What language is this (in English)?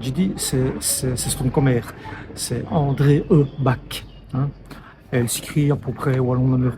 Walloon